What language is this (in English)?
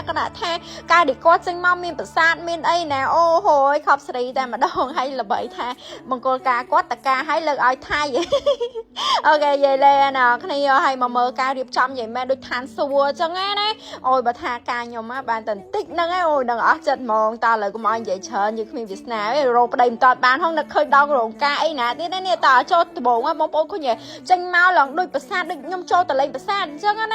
Khmer